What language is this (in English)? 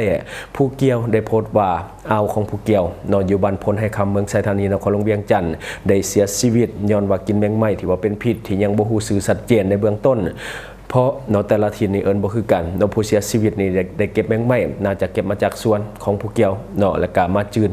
Lao